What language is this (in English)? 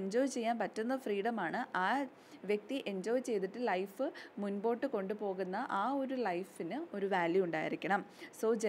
Malayalam